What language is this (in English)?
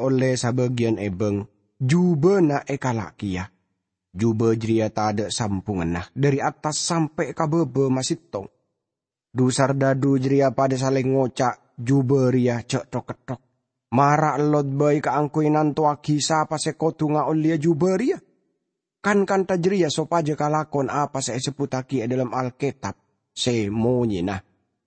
Madurese